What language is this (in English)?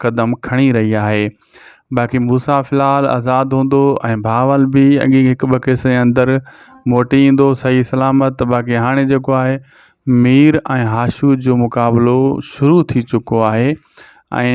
Sindhi